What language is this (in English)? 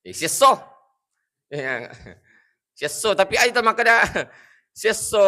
Buginese